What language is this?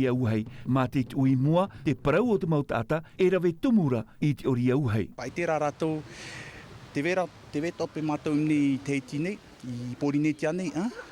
Tahitian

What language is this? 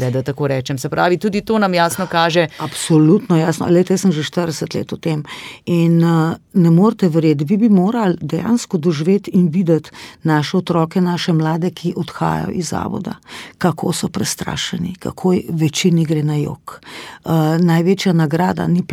Slovenian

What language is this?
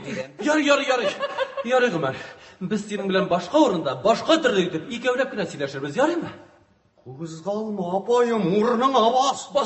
Tatar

